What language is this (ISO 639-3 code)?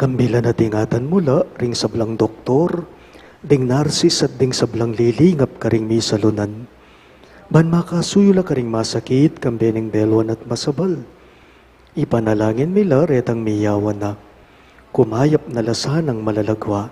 pam